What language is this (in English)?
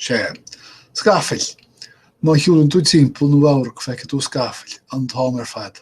Irish